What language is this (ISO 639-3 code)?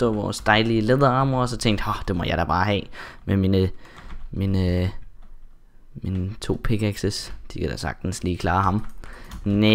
dan